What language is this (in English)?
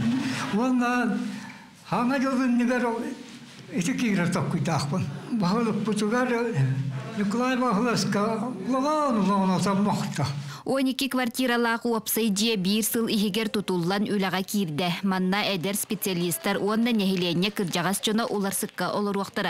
Yakut